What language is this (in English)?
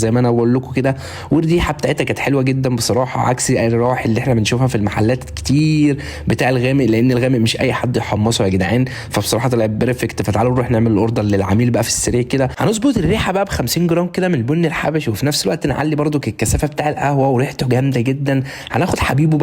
Egyptian Arabic